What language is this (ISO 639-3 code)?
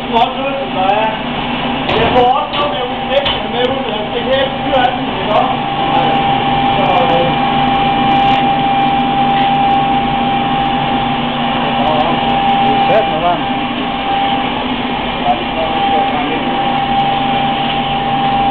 dan